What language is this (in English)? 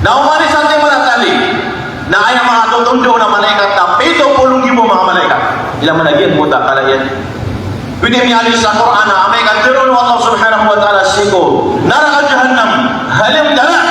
Maranao